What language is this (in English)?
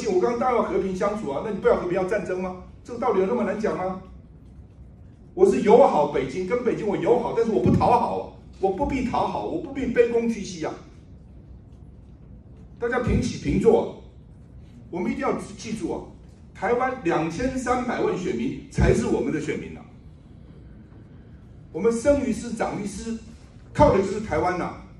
Chinese